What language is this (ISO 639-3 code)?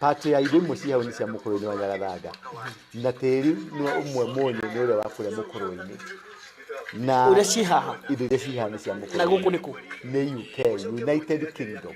kik